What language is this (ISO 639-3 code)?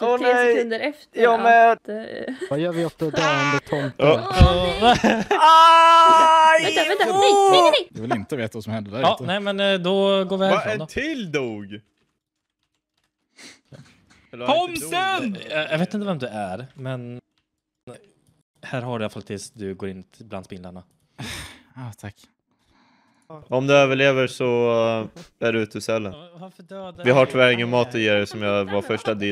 swe